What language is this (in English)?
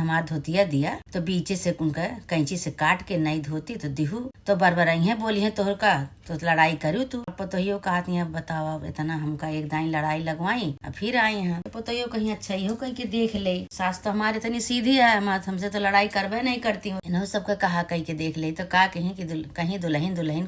Awadhi